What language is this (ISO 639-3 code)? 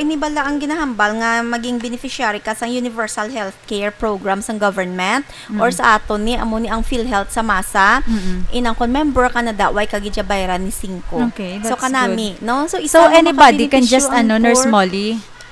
hil